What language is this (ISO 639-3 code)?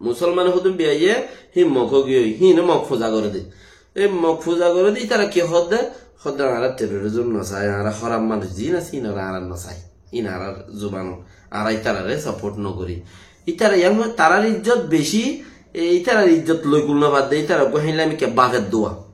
rhg